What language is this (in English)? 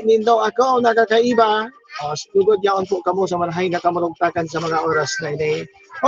Bikol